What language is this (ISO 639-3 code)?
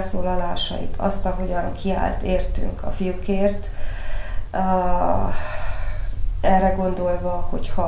hun